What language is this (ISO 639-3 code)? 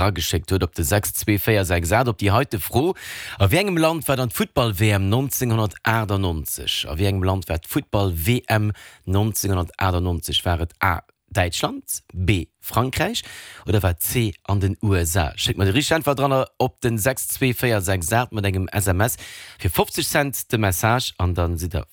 ltz